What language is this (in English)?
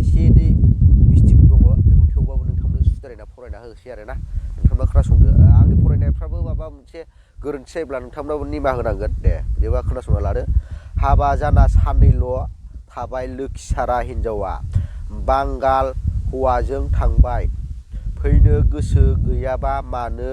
Bodo